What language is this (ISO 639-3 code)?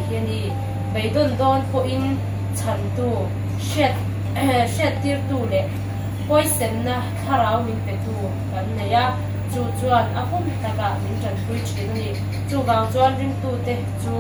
lus